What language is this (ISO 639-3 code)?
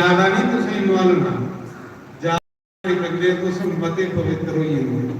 doi